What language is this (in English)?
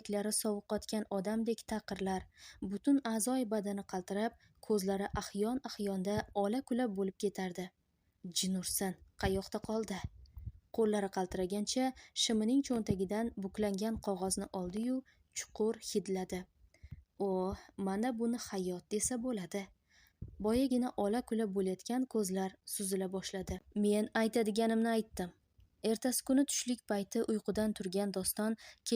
Uzbek